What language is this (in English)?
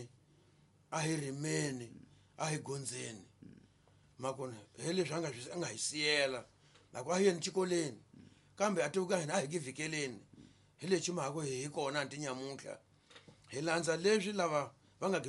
Tsonga